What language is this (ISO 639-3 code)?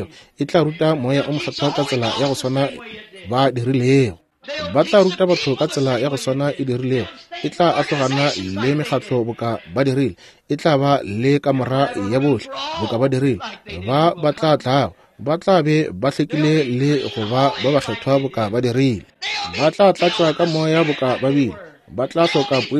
nso